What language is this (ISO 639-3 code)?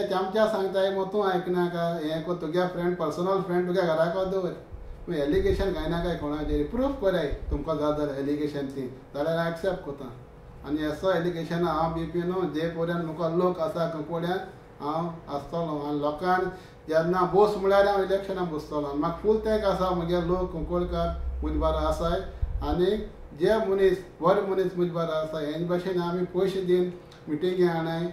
kok